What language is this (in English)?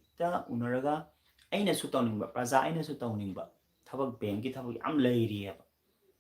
Manipuri